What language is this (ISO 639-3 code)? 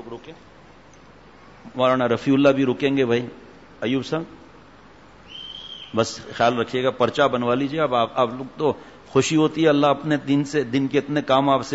urd